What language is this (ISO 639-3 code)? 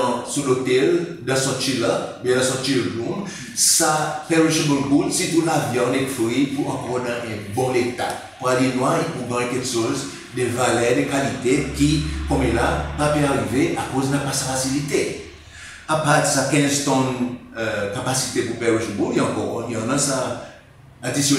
crs